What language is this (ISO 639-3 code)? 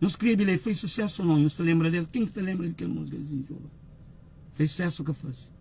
kea